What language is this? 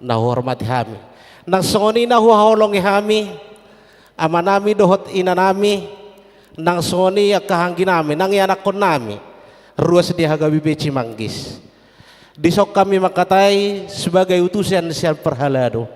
Batak Toba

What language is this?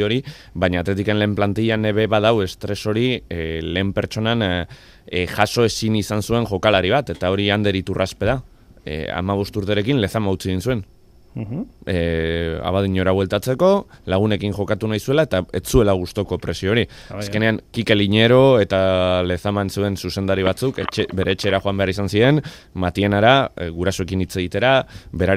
Basque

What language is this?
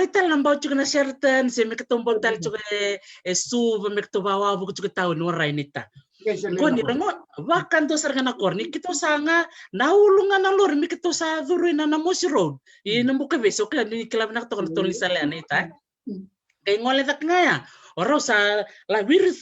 Fijian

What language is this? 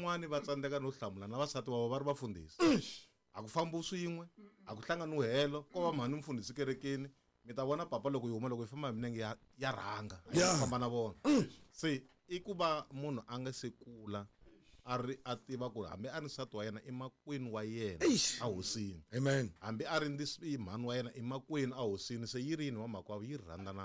Tsonga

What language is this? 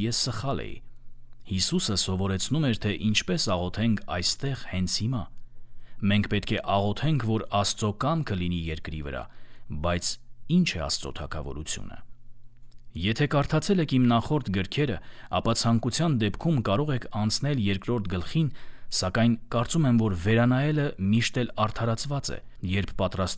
Armenian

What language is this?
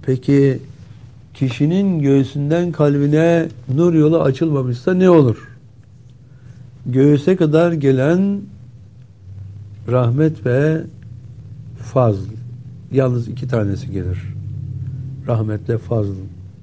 Turkish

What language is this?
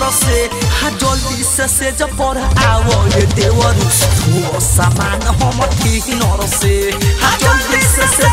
Bhojpuri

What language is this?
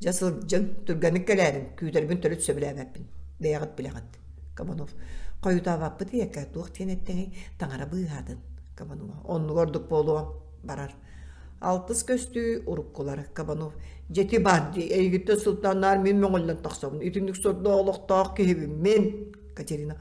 Yakut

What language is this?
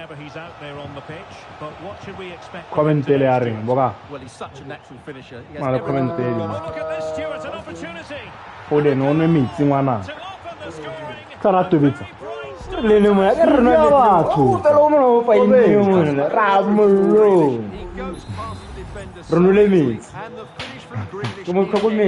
Tswana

